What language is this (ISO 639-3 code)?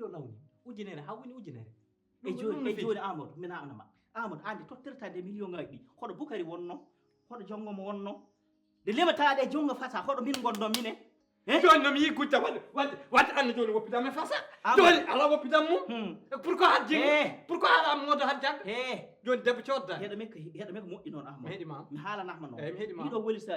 ful